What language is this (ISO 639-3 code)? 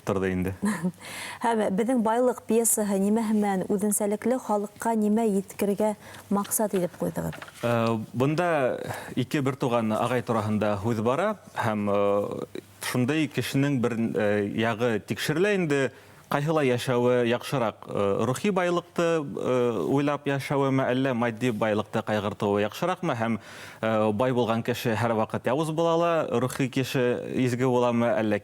bak